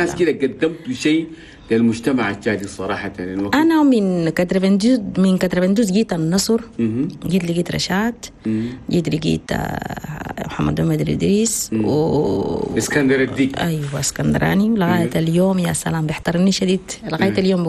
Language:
Chadian Arabic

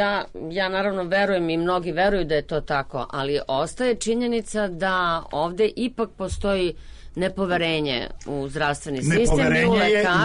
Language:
Serbian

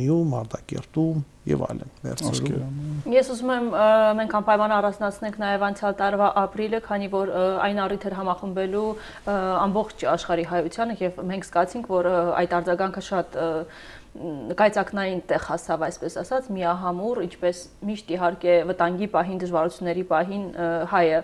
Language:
Armenian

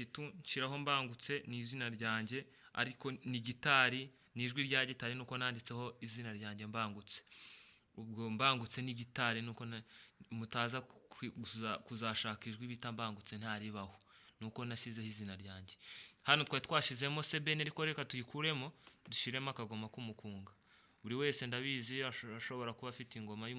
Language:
Kinyarwanda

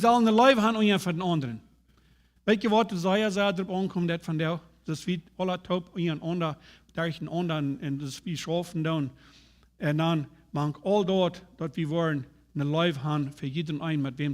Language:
Plautdietsch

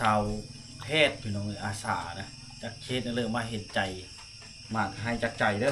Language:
Lao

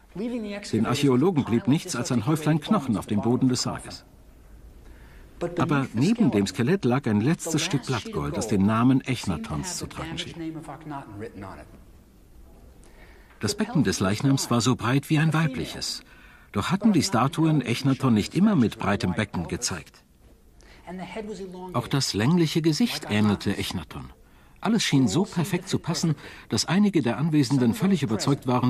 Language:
German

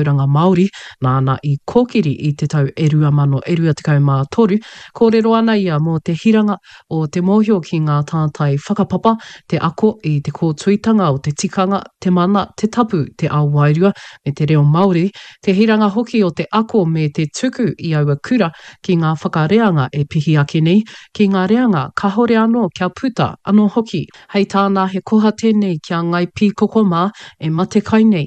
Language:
Māori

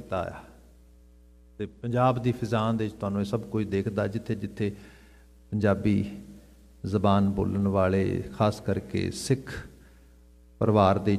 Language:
Punjabi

